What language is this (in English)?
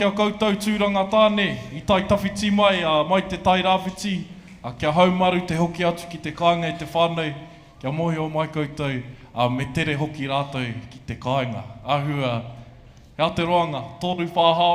Māori